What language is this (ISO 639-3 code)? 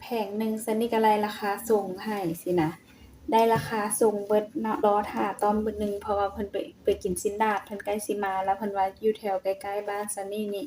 lao